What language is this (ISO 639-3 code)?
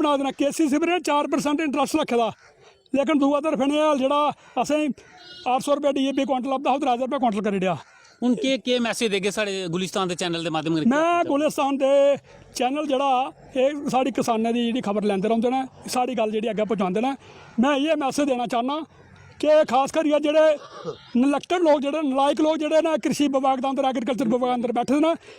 doi